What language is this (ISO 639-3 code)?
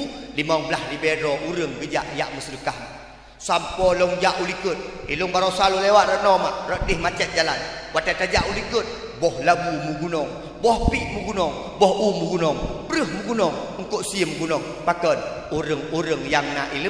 ace